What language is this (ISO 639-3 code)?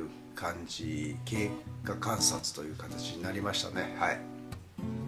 jpn